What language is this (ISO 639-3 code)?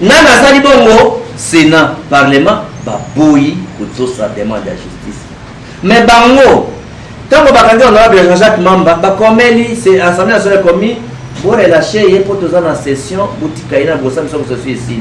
lin